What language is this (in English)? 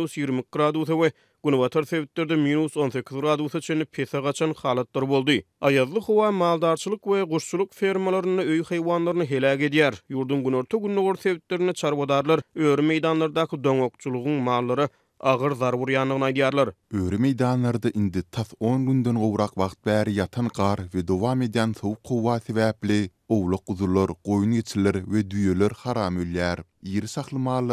Turkmen